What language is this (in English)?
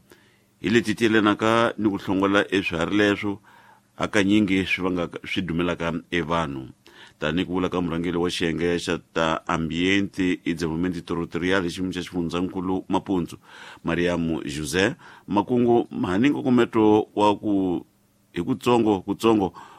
Tsonga